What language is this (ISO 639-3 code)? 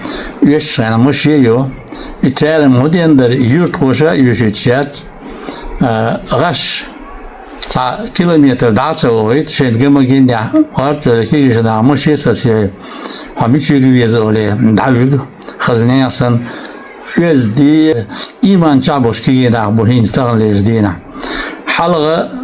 che